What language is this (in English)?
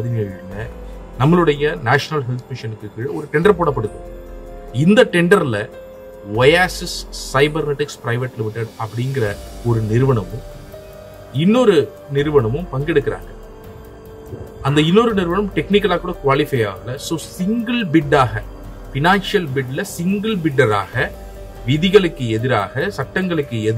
Tamil